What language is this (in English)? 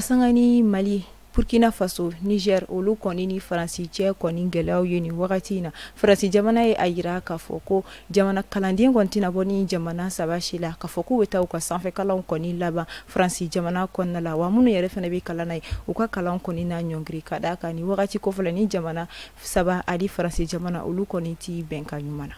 Bambara